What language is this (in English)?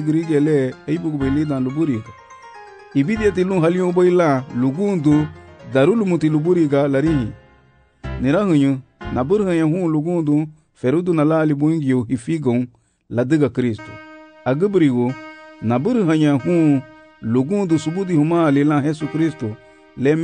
Garifuna